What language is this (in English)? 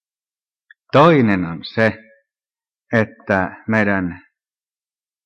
Finnish